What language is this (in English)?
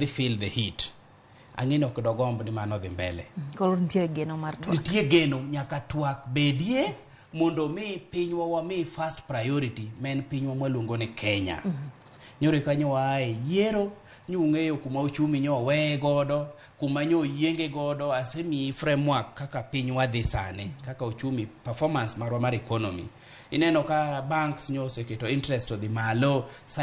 Luo (Kenya and Tanzania)